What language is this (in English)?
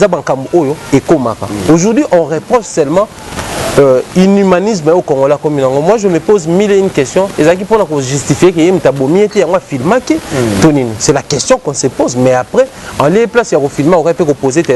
Lingala